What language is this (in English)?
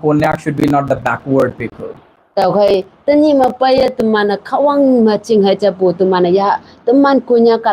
Konyak Naga